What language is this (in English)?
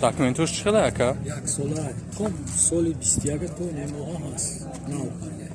Tajik